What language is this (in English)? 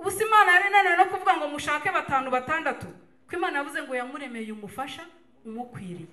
Kinyarwanda